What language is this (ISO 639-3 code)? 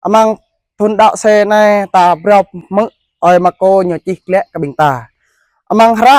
jra